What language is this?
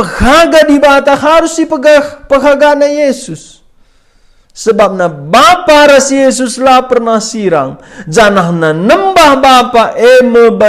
Batak Karo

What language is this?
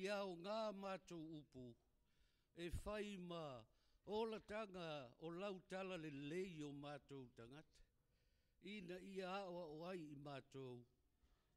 Samoan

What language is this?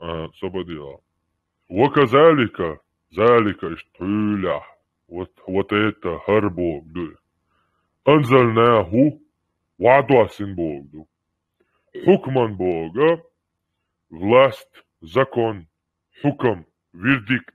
Chechen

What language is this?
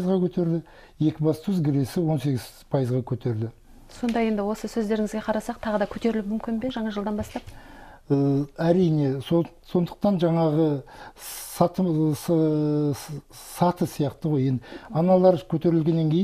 Kazakh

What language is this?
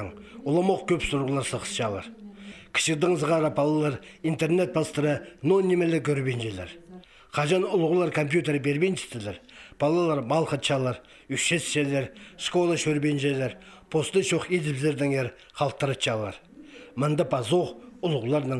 Khakas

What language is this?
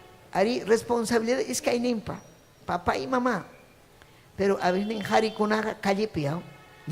Ayacucho Quechua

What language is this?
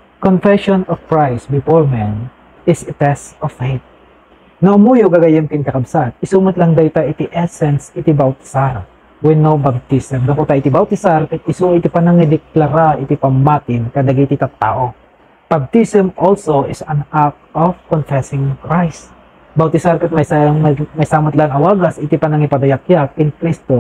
Iloko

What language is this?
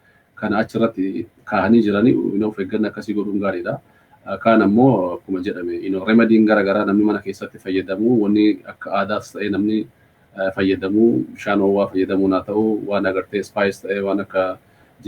Oromo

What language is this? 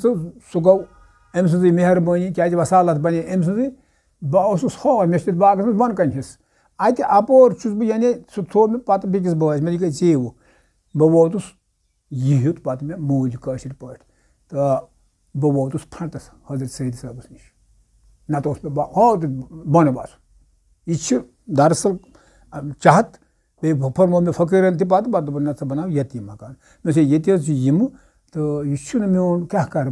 Kashmiri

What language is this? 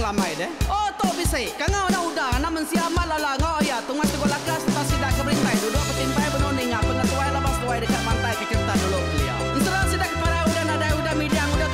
Iban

